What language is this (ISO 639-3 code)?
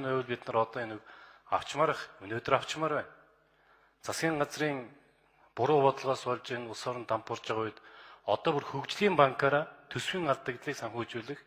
mon